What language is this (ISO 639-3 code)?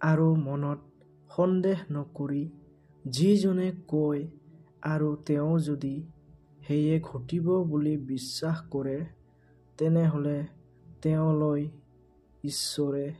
asm